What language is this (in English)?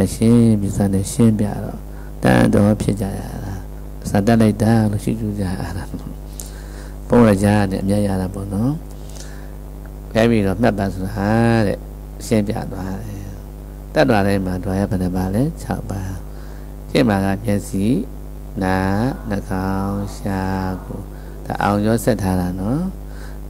Burmese